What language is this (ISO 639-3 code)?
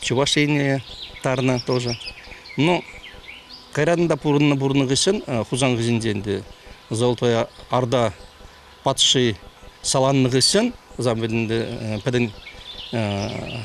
chv